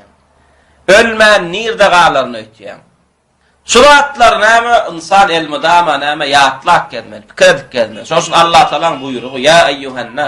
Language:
Turkmen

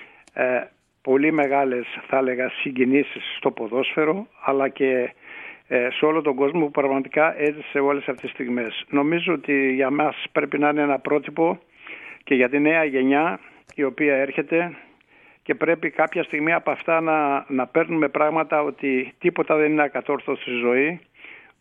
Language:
Greek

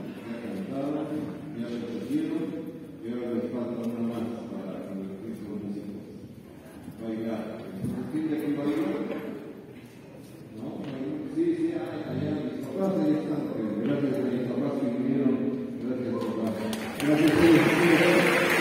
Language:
Spanish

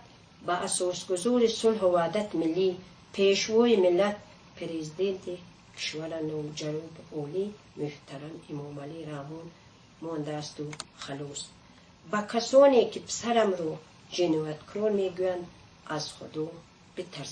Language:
Tajik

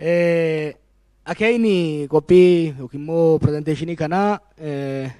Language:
Oromo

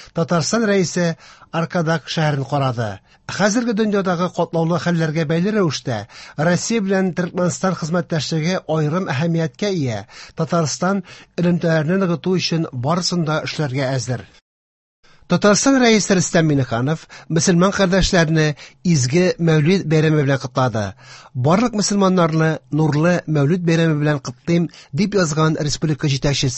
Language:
Tatar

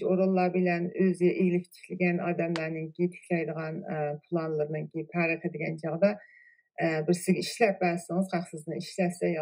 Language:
Uyghur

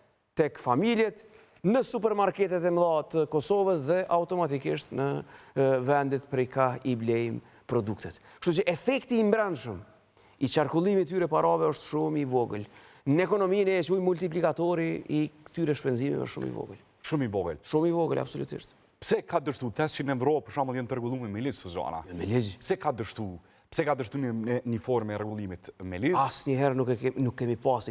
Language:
Albanian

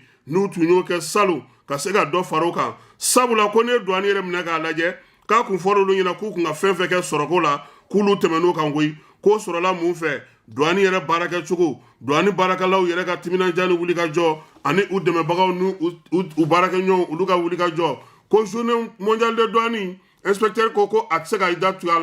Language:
Bambara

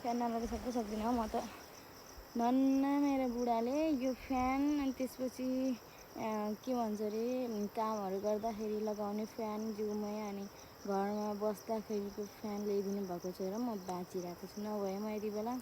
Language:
Nepali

